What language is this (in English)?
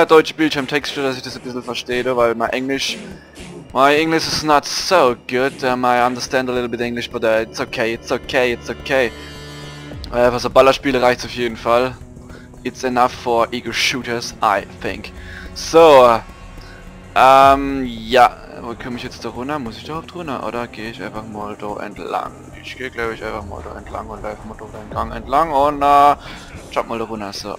Palatine German